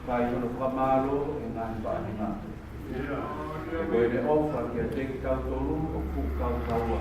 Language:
Tongan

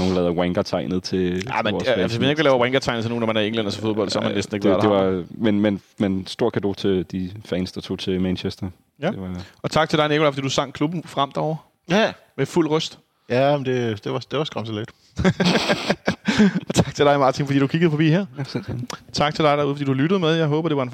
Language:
Danish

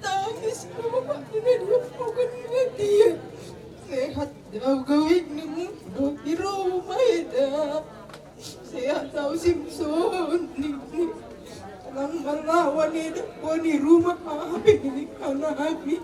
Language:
Batak Simalungun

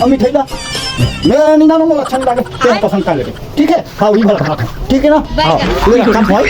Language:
Chhattisgarhi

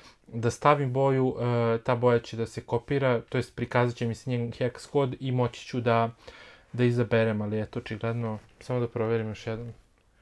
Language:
Serbian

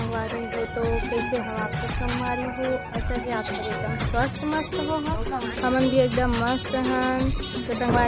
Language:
Chhattisgarhi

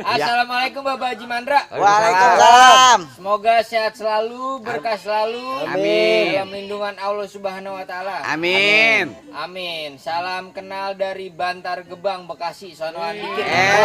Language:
Betawi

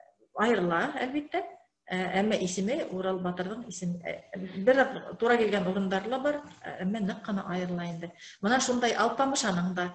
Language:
Bashkir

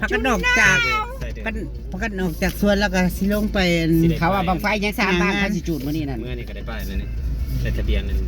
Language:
Northeastern Thai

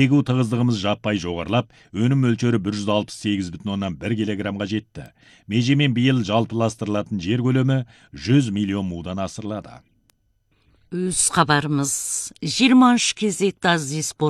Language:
Kazakh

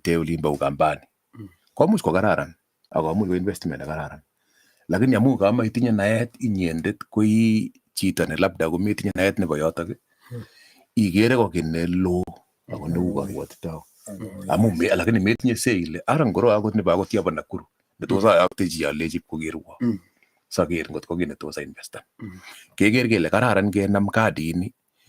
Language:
Kalenjin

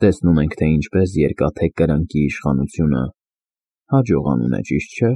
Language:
Armenian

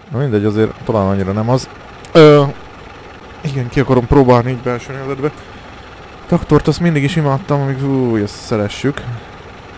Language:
Hungarian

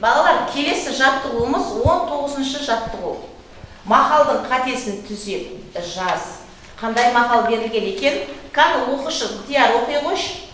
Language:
Kazakh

